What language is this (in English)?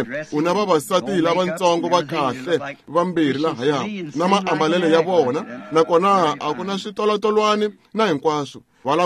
Tsonga